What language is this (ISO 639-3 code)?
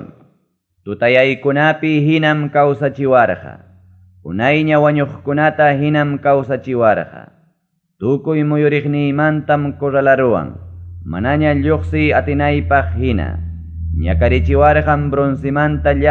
quy